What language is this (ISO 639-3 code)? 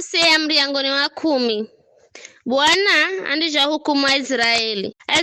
nyf